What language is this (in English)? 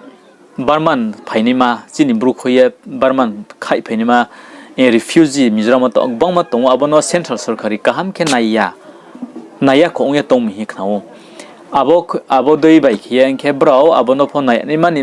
Riang (India)